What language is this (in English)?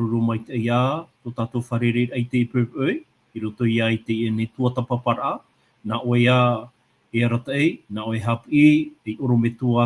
Tahitian